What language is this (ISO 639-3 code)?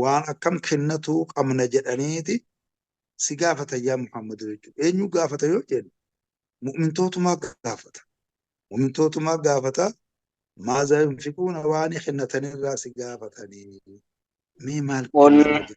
orm